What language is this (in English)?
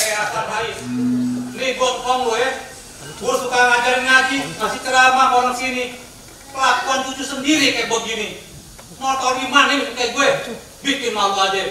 Betawi